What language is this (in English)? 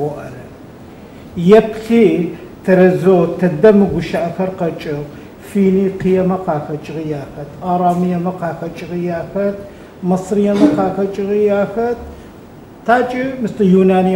Adyghe